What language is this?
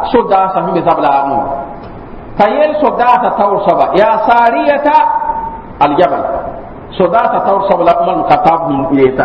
Mossi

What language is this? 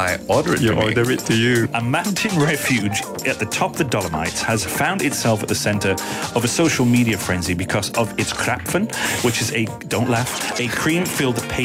English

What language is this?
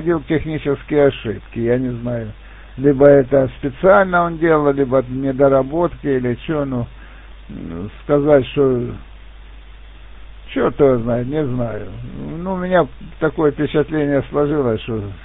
Russian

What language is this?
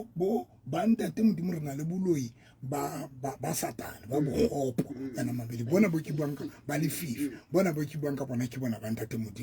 Southern Sotho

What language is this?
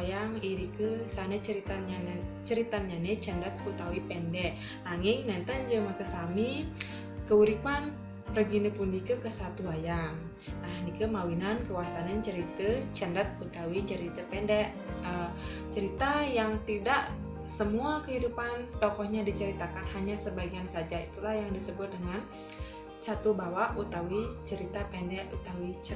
Balinese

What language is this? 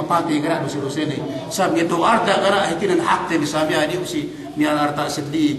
Yakan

